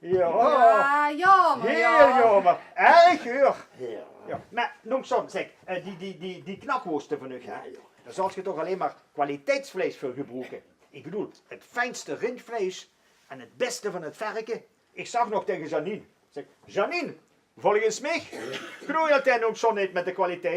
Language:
Limburgish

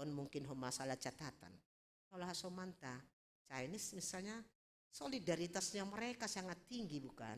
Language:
Batak Simalungun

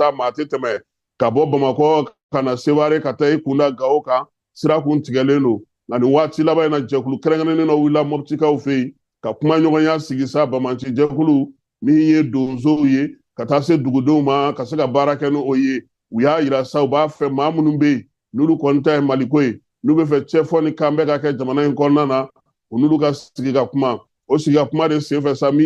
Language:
Bambara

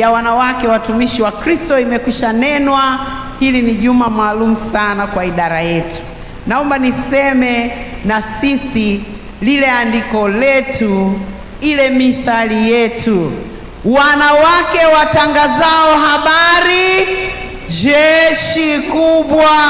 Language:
Swahili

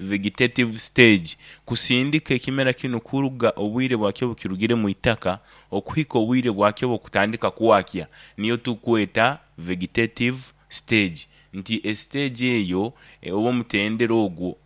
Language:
Nyankole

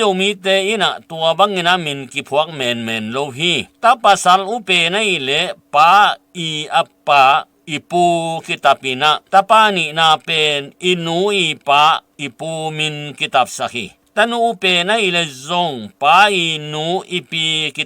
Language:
Tedim Chin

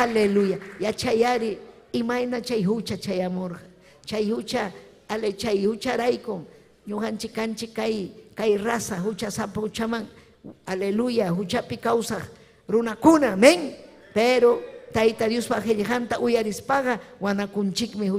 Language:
Ayacucho Quechua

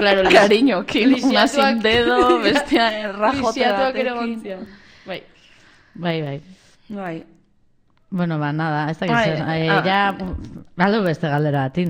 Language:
Basque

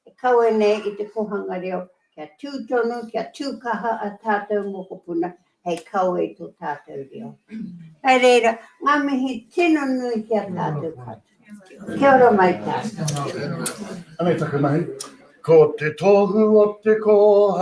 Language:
Māori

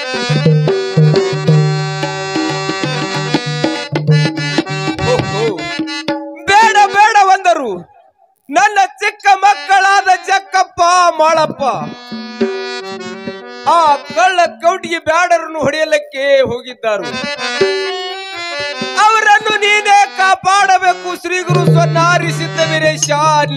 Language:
Kannada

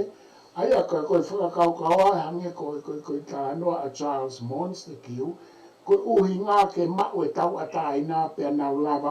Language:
Tongan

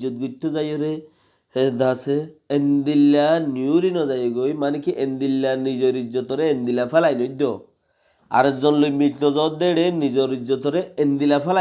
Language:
Rohingya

